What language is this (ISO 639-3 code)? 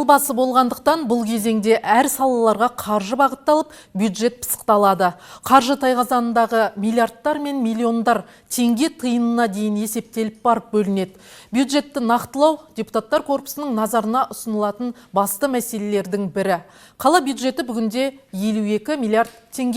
kaz